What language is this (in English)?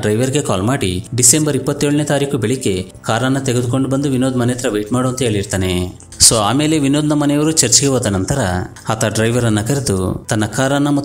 Kannada